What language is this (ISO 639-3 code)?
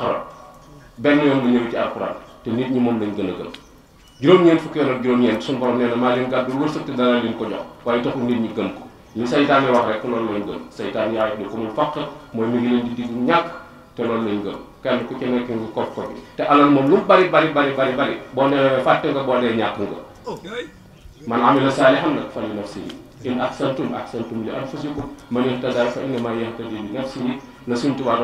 wol